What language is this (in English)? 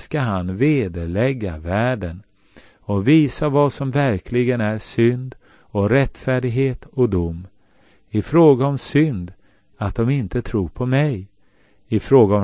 Swedish